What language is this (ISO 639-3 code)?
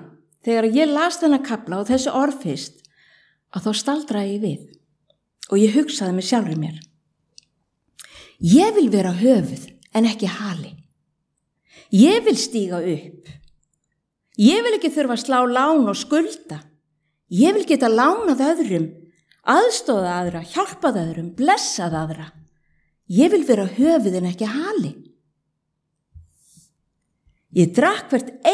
isl